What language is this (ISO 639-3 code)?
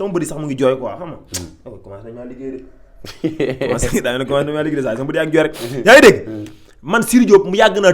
wol